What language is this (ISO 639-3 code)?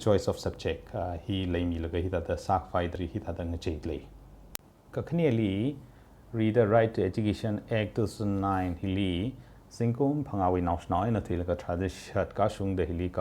nmf